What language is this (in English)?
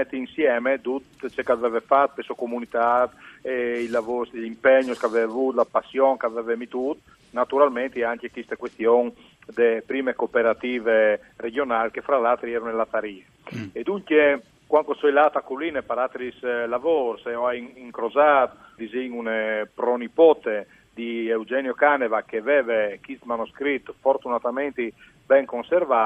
Friulian